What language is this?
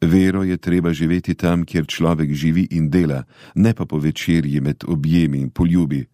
Slovenian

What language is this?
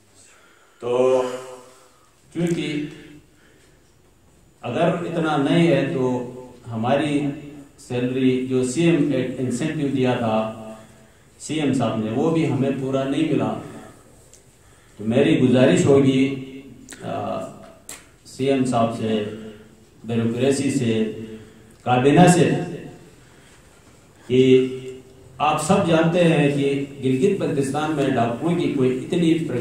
Urdu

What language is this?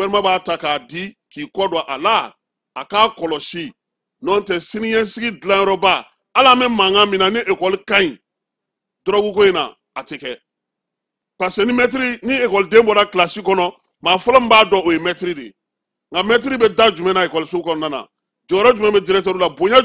Bambara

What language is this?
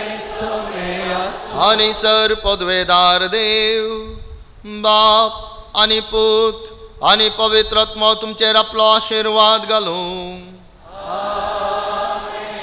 Konkani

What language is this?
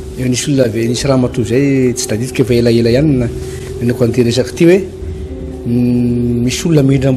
Malagasy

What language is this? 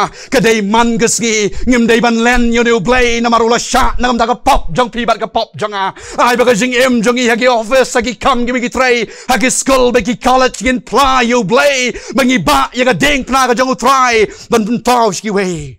Khasi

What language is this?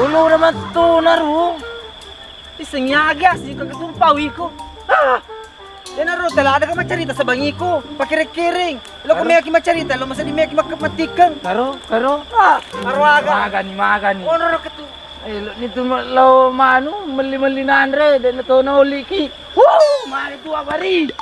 Buginese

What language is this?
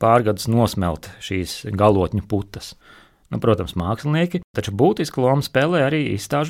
Latvian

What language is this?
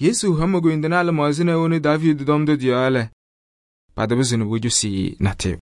Kabiyè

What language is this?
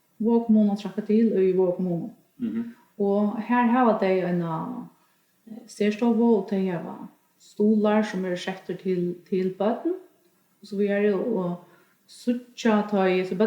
Faroese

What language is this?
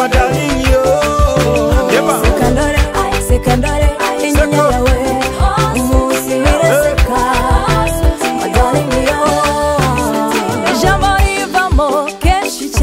Kinyarwanda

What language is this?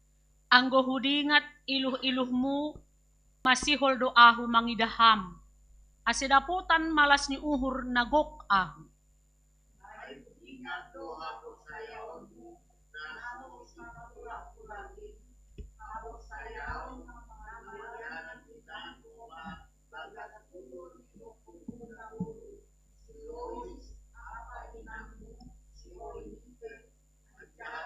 Batak Simalungun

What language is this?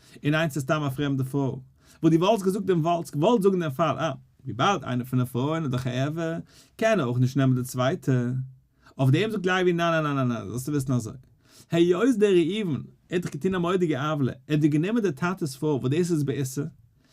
Yiddish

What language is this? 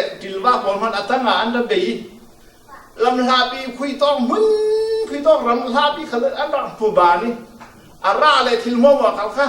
Falam Chin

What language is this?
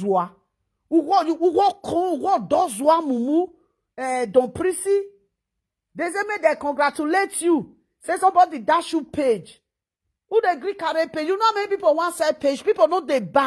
Nigerian Pidgin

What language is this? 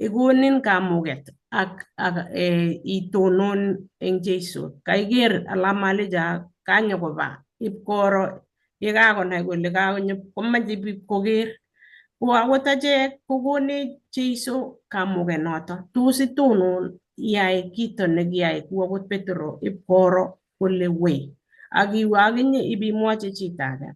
Kalenjin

